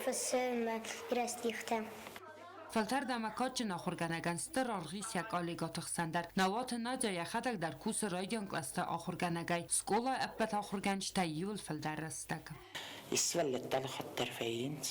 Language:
Ossetic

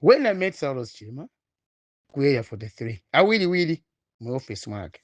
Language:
Nyanja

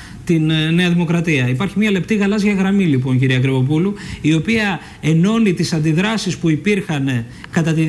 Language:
Greek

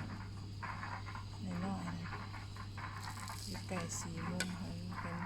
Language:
Lao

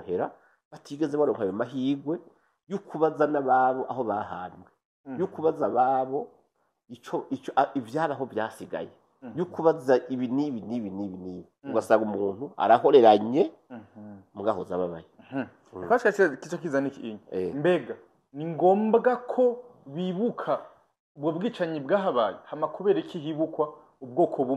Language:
Rundi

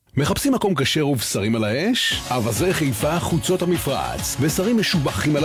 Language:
Hebrew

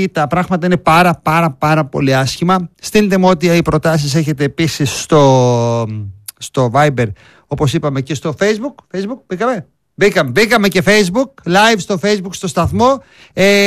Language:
Greek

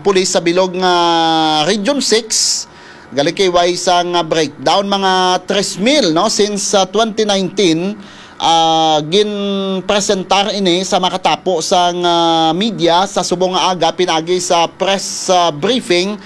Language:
Hiligaynon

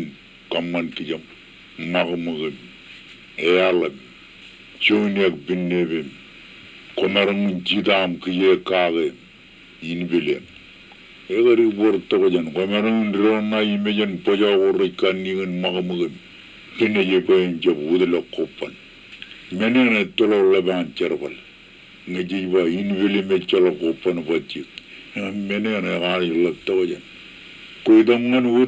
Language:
Marshallese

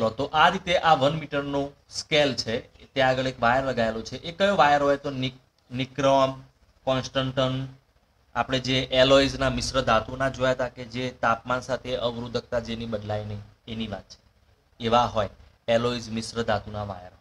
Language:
Gujarati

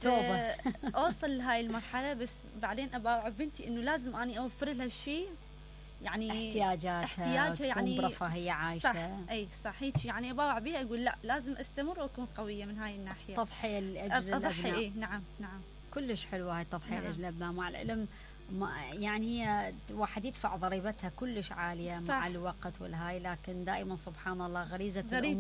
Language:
Mesopotamian Arabic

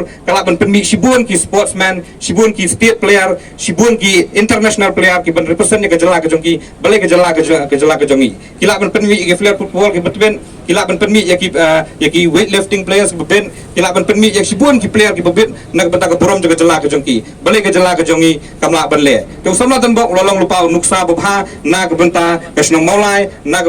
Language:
Khasi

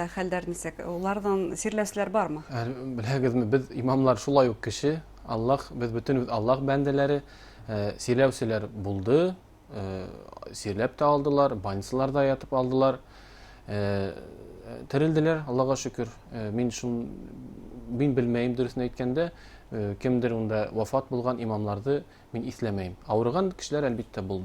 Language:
Bashkir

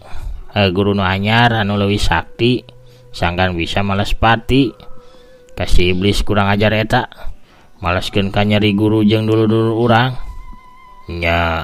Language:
Sundanese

